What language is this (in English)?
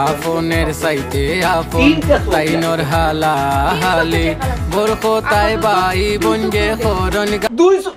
Sylheti